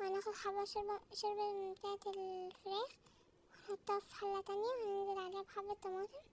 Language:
Egyptian Arabic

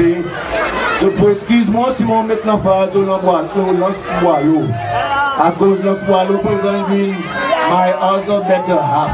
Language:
Seselwa Creole French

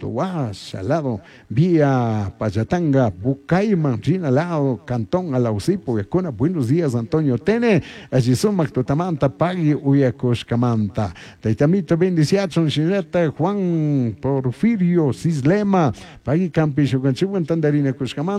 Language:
Chimborazo Highland Quichua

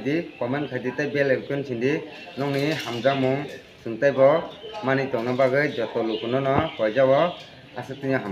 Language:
Kok Borok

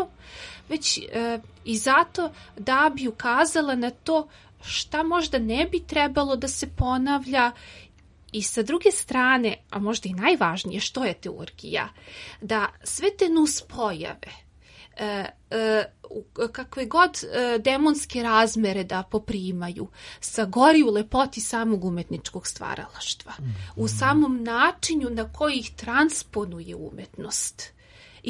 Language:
Serbian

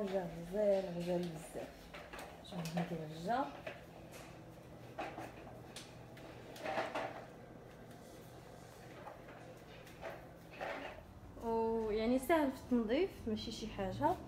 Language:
Moroccan Arabic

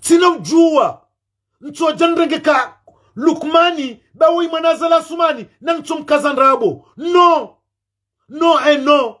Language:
Ngazidja Comorian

